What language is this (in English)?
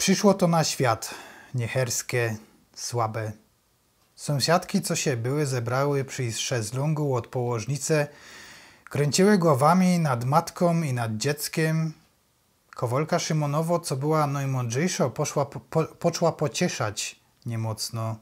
Silesian